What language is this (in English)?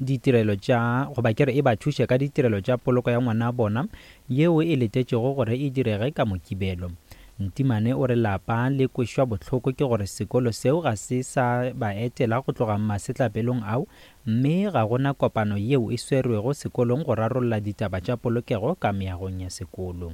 Northern Sotho